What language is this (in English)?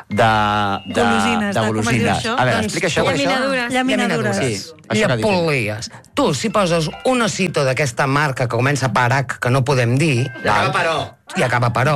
Catalan